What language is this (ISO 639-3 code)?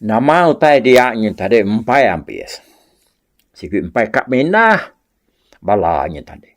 iba